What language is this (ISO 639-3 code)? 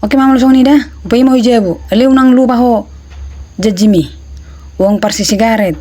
bbc